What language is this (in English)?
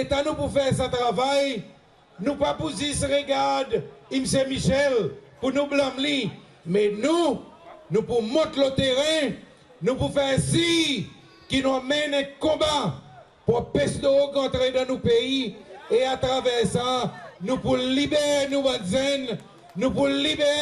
Seselwa Creole French